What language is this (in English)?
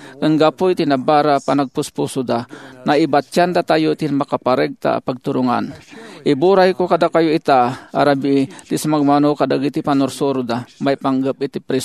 Iloko